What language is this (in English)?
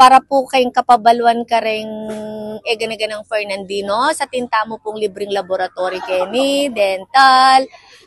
Pampanga